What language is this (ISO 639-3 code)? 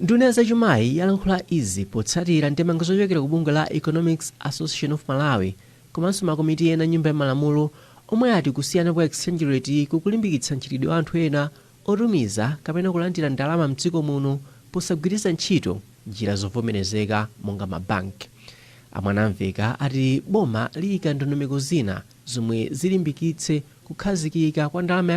nya